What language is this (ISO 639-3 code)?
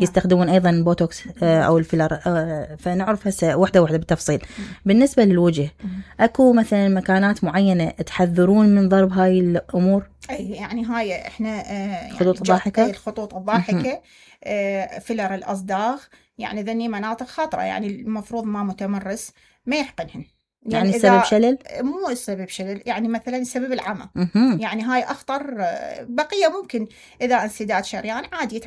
acm